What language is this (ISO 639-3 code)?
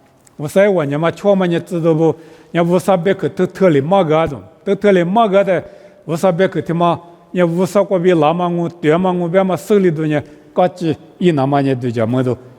lis